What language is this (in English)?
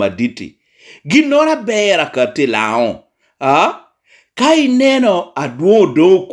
Lango (Uganda)